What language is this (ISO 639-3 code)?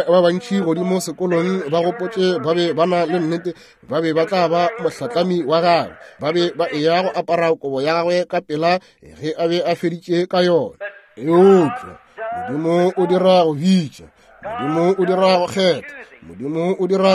nso